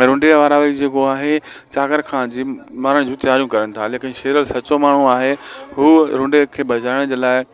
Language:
Sindhi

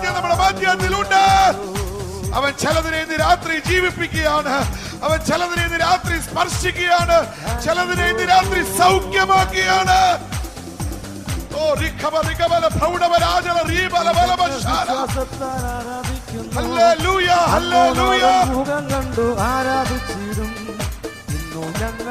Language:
Malayalam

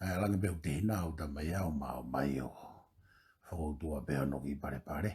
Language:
Tongan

